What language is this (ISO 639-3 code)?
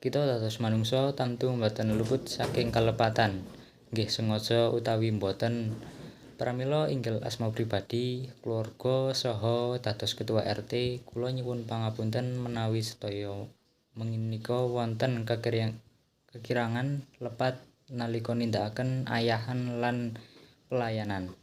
jav